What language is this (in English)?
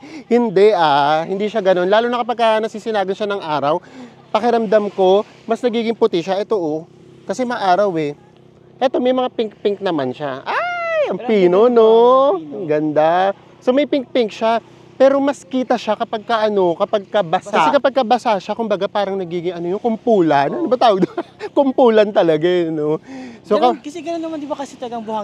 Filipino